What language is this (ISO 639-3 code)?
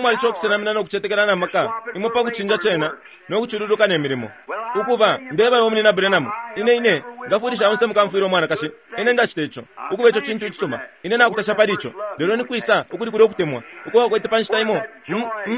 bem